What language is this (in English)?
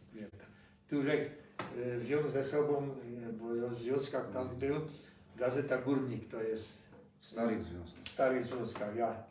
Silesian